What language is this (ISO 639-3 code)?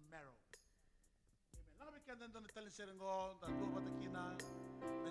fij